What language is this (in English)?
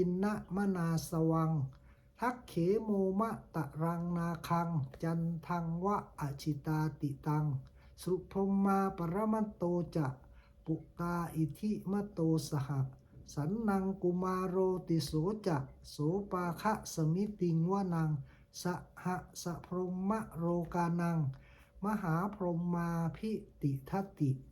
Pali